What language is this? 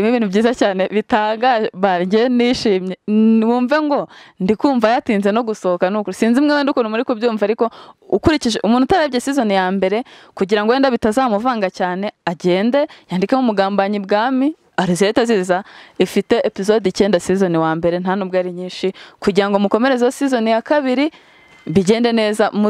Kinyarwanda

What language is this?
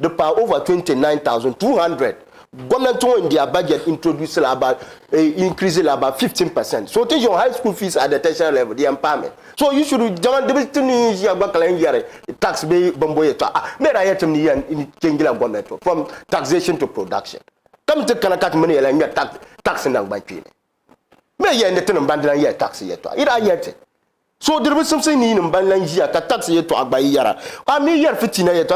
Dagbani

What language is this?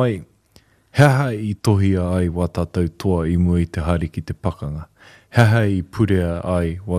Māori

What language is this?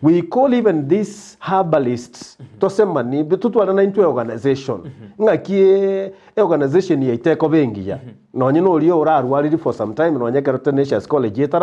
Gusii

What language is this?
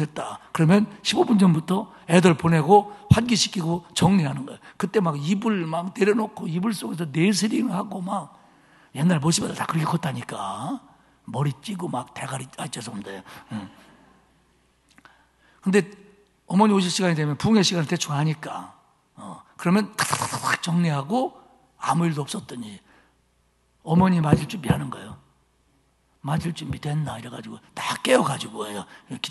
Korean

